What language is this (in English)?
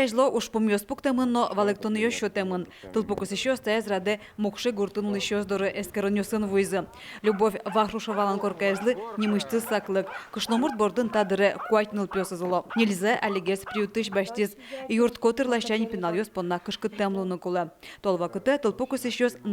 Udmurt